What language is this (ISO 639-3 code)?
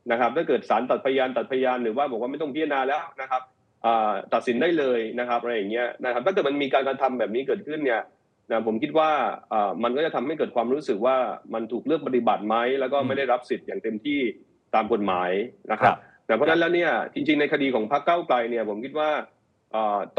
tha